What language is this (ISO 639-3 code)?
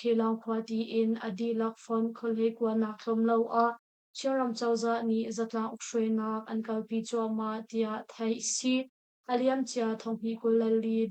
cnh